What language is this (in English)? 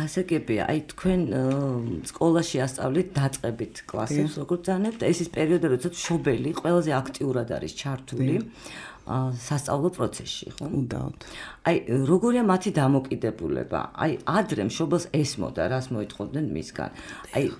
Georgian